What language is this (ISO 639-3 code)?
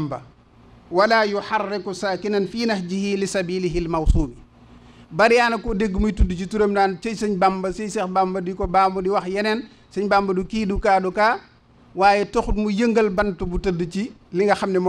wol